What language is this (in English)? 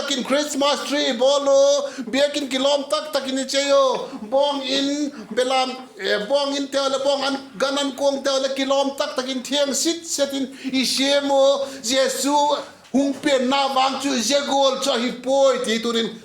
Vaiphei